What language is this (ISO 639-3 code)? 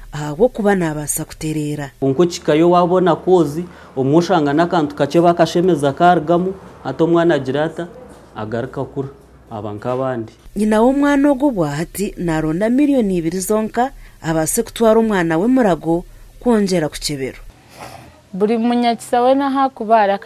nyn